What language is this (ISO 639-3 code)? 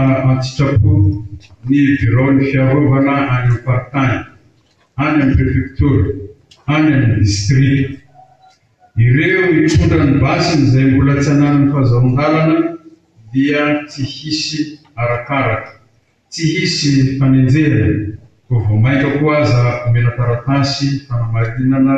mlg